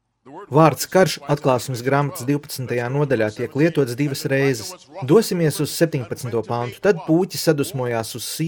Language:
Latvian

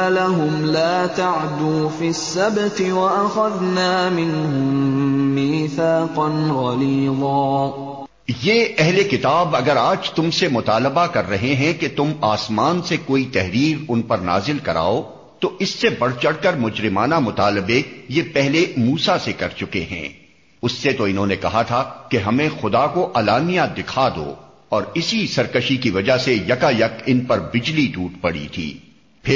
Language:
Urdu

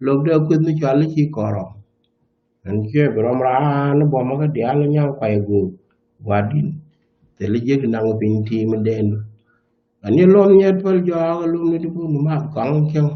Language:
Nuer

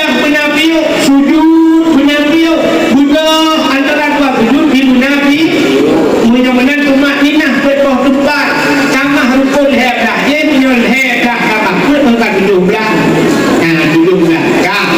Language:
Achinese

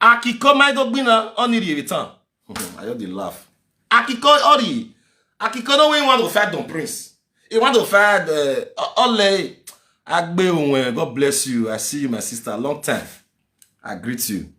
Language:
Nigerian Pidgin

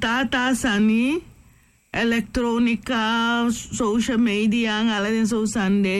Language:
Sranan Tongo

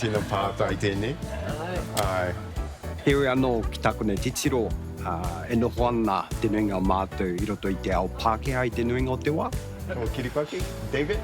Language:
Māori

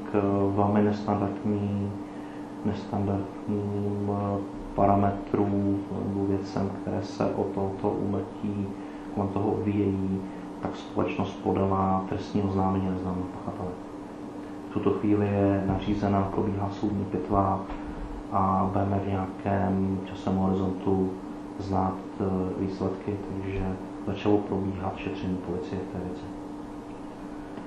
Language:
Czech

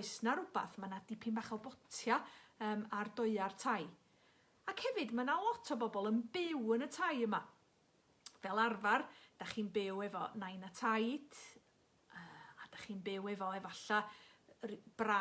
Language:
Welsh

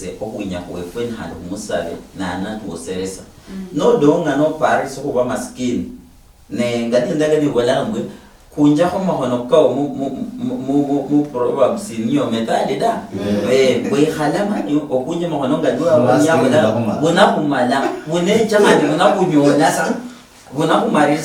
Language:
Luyia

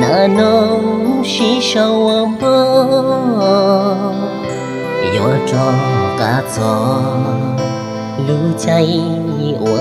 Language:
Hmong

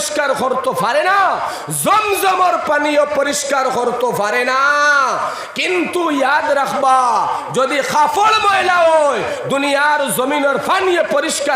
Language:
Sylheti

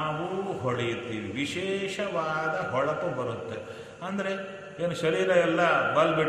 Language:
Kannada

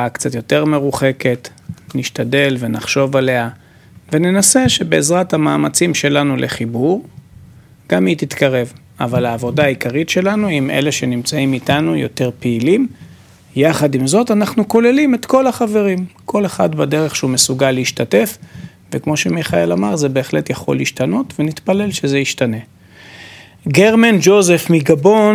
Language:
Hebrew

